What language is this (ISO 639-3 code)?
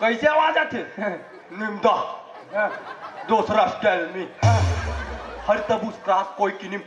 hne